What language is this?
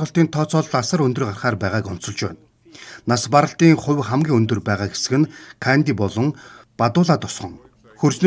Mongolian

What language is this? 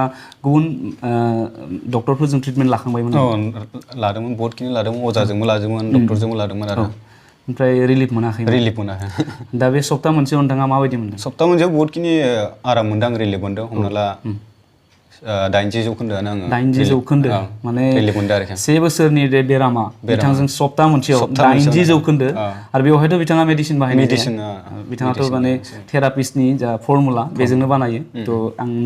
Bodo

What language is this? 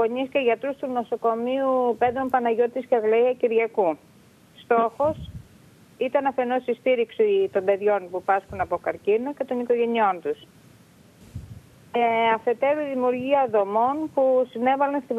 Greek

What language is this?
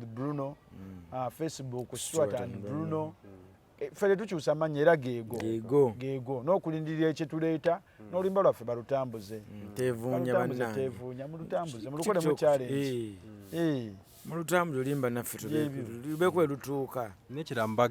Ganda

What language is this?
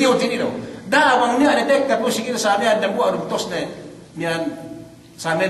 Yakan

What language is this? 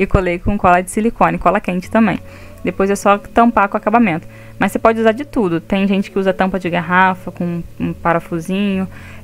Portuguese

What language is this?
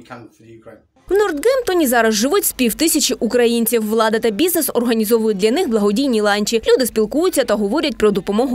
Ukrainian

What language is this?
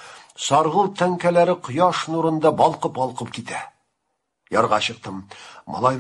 Tatar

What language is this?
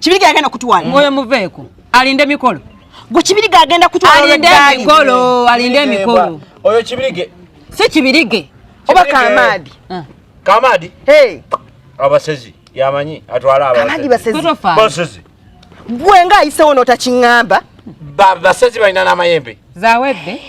Ganda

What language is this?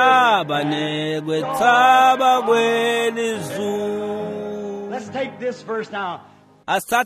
Swati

